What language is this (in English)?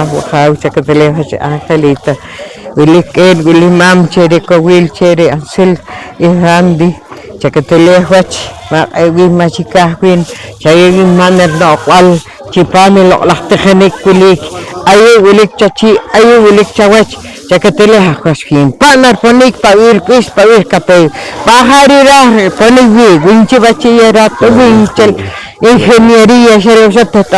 Poqomchi'